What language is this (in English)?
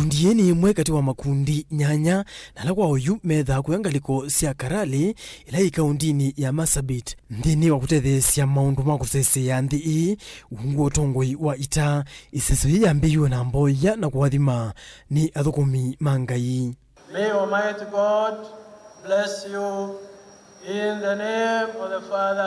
Kamba